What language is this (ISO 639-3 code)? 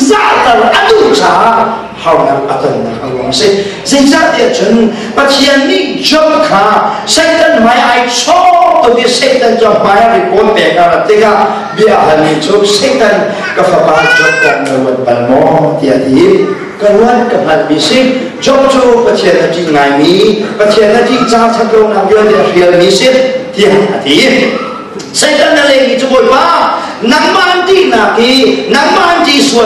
cnh